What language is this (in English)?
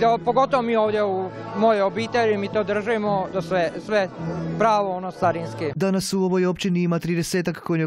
Croatian